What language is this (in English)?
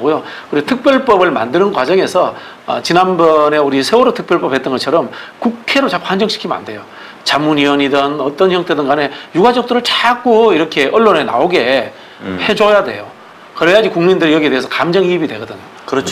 Korean